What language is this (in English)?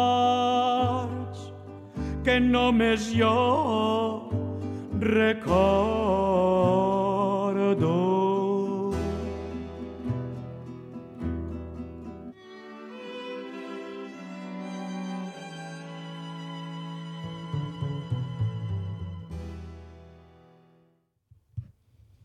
Catalan